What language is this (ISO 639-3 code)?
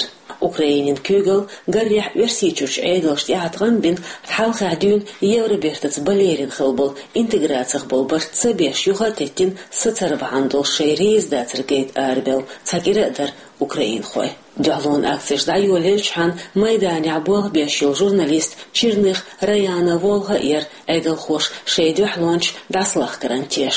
che